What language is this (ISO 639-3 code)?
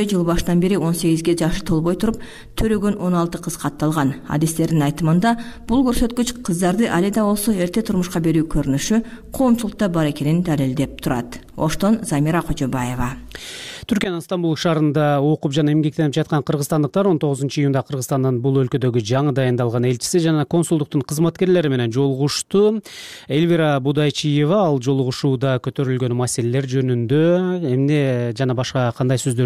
kir